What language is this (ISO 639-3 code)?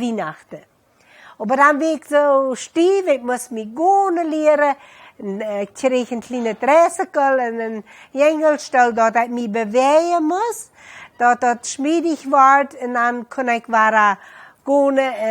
pdt